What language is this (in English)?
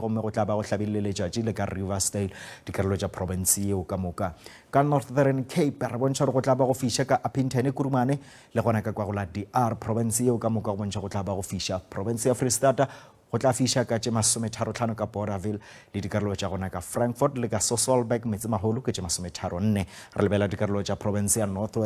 Northern Sotho